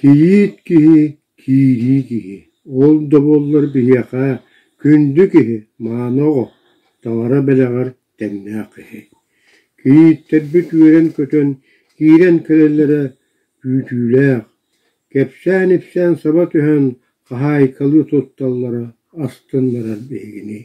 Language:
Yakut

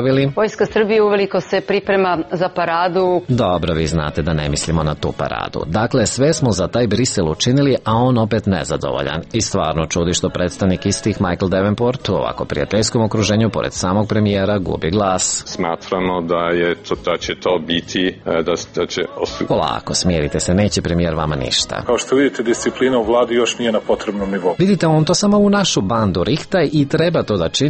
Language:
Serbian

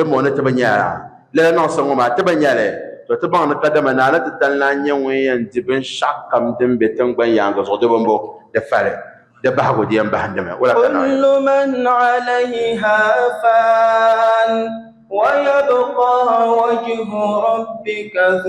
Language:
Dagbani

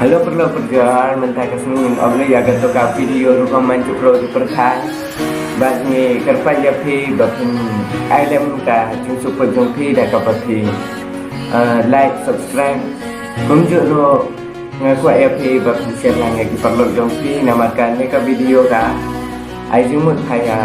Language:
Khasi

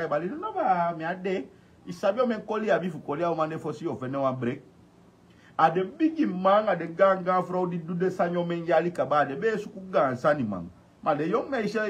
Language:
Sranan Tongo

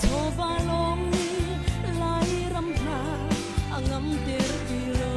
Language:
Hakha Chin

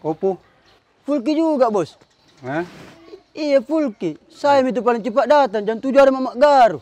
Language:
Makassar Malay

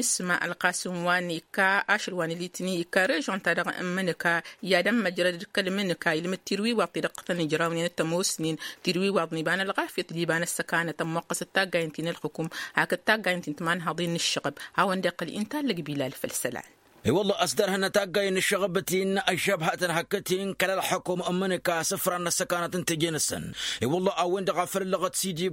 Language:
Tamasheq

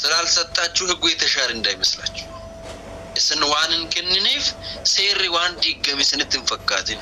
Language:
Amharic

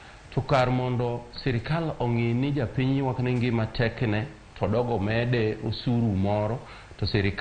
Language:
Luo (Kenya and Tanzania)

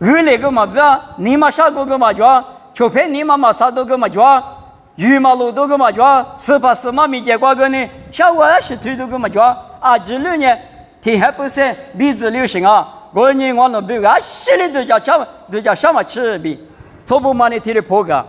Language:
Lisu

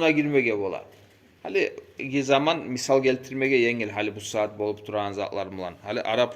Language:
Kumyk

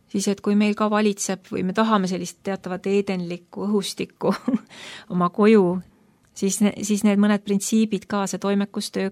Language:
Estonian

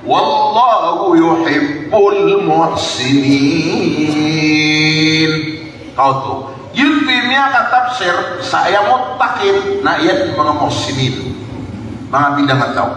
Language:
Maranao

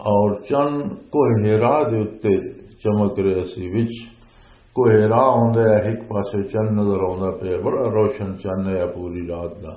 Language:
Western Panjabi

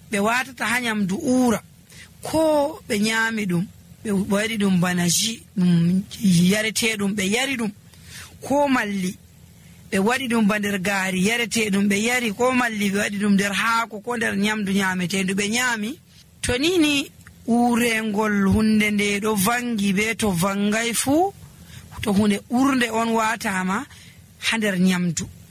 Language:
Nigerian Fulfulde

